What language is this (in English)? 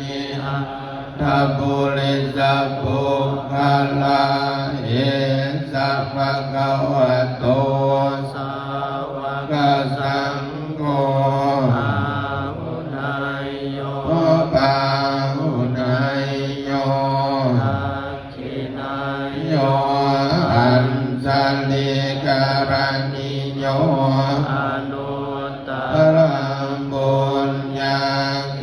Pali